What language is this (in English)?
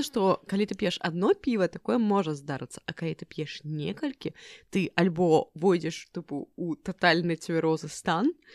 Belarusian